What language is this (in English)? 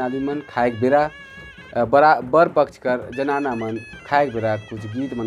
Sadri